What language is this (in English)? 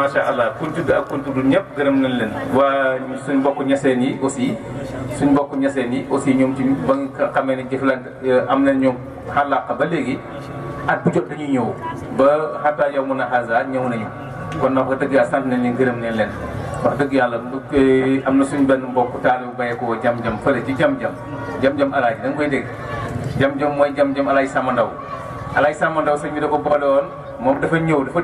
Wolof